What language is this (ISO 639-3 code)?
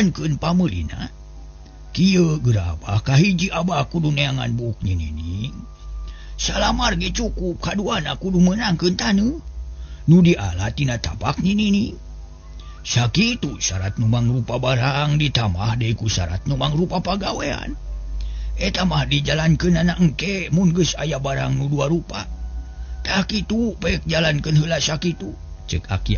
sun